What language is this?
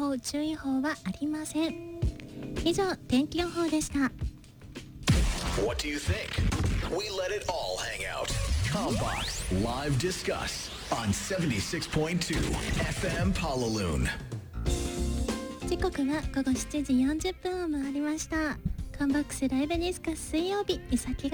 Japanese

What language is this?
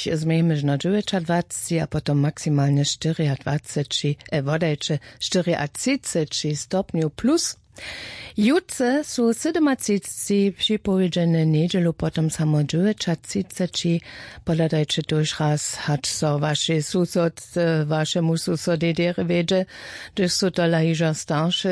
Upper Sorbian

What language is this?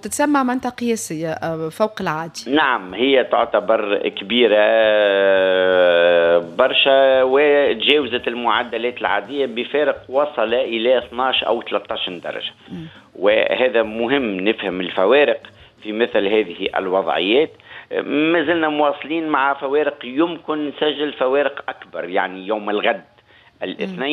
Tunisian Arabic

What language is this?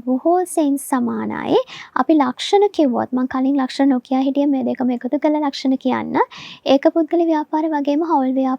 Sinhala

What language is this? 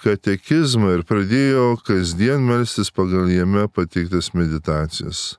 Lithuanian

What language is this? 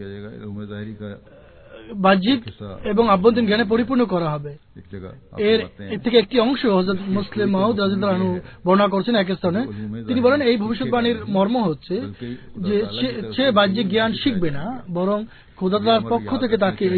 Bangla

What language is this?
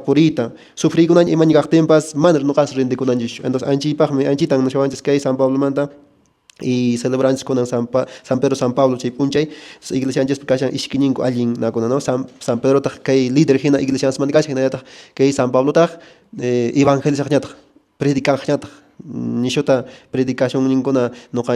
Quechua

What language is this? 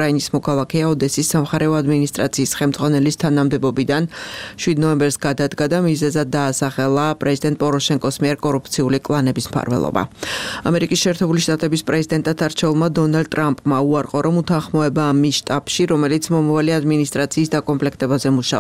Georgian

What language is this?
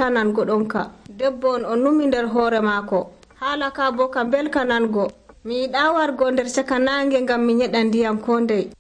Nigerian Fulfulde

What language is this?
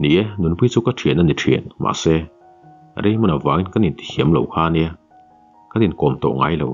Mizo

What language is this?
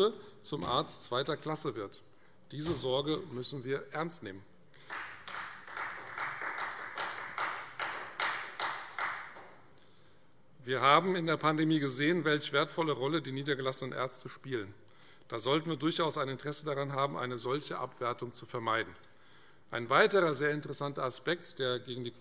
German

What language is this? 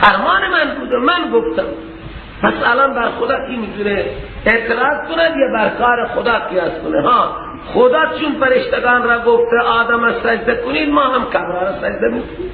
Persian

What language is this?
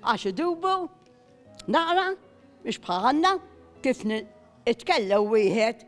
Maltese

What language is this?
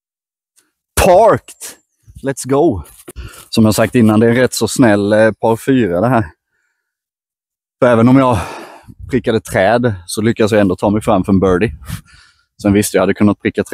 Swedish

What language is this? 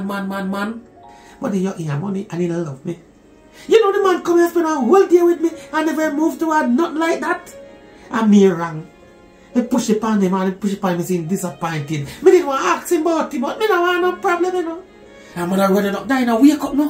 Jamaican Creole English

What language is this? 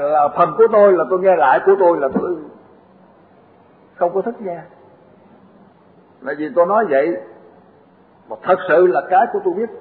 Vietnamese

